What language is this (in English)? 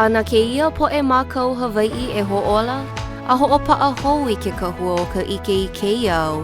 Hawaiian